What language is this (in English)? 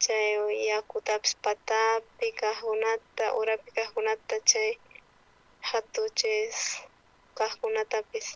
South Bolivian Quechua